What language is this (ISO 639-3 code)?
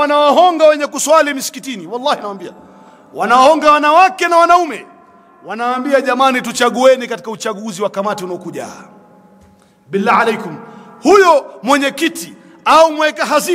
swa